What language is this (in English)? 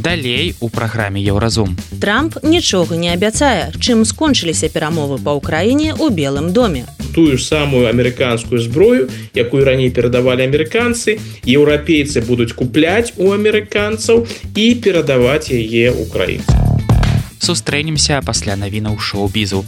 Belarusian